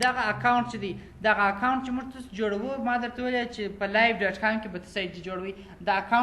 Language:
Pashto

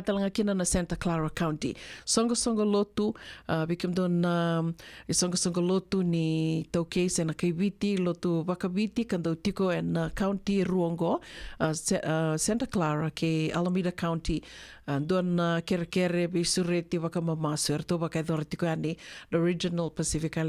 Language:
Fijian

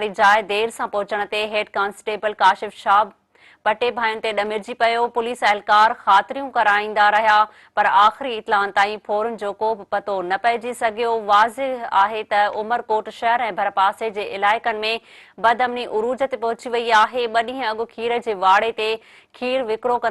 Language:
Sindhi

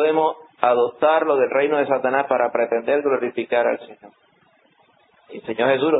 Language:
Spanish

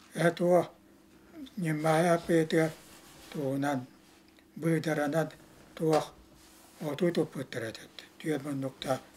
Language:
Yakut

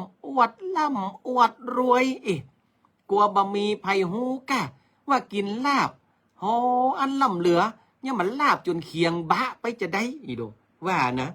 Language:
Northern Thai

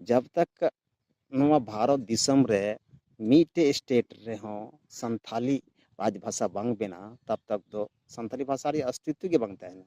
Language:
Santali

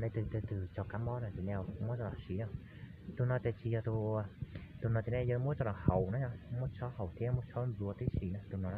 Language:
Hmong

